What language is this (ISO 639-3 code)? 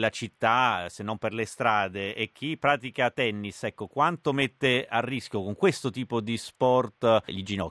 ita